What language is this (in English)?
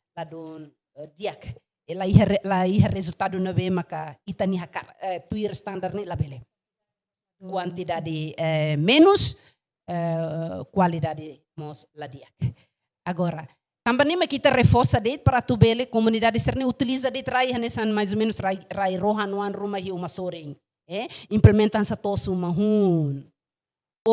Tetum